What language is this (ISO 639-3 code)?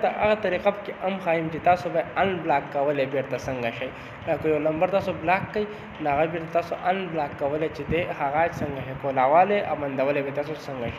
pus